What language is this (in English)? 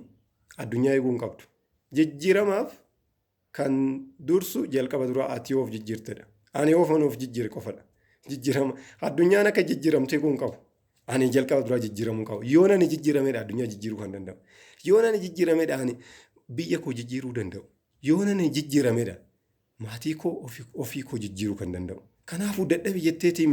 Oromo